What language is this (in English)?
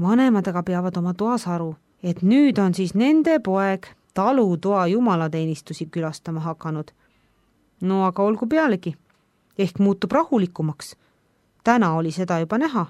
Estonian